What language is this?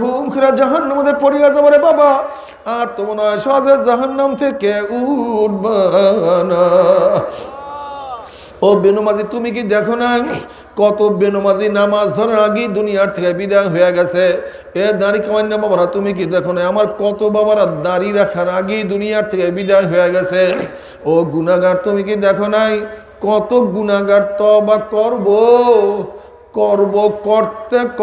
Bangla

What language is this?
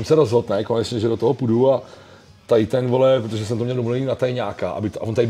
Czech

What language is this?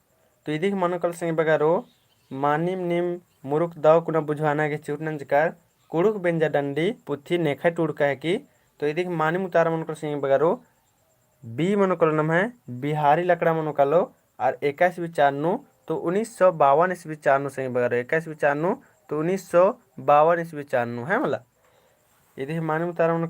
Kurukh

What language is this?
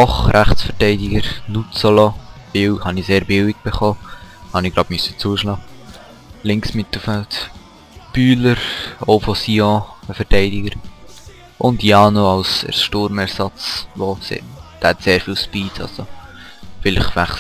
Swiss German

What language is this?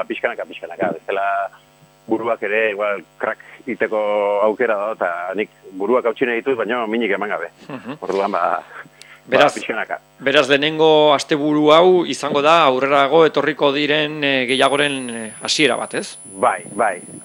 Basque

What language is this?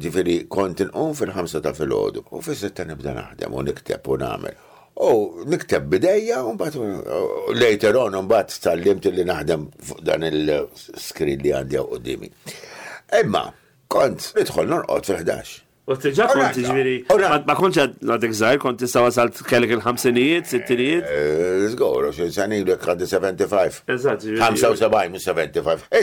Maltese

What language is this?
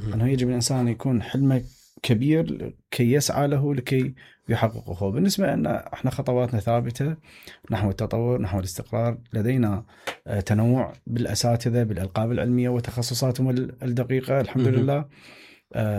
Mesopotamian Arabic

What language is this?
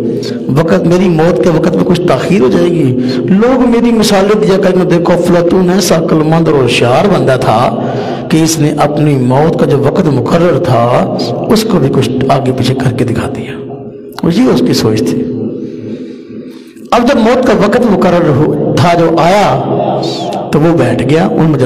Urdu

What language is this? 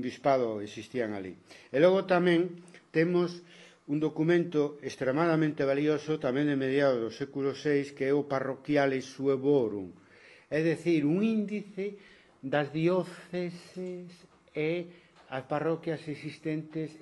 Galician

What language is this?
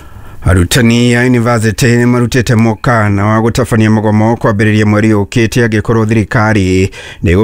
Kikuyu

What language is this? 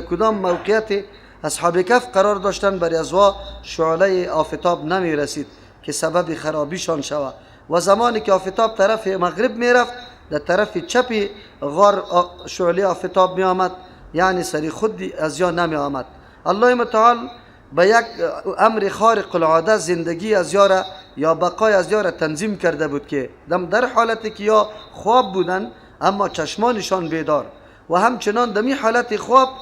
Persian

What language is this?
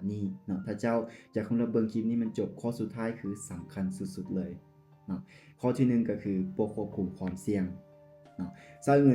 Lao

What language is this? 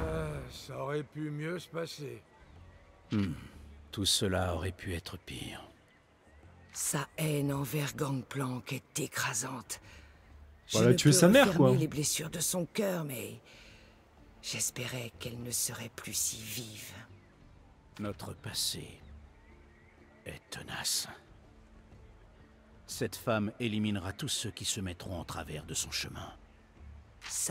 French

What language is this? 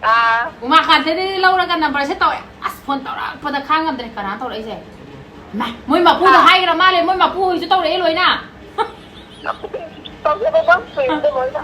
Manipuri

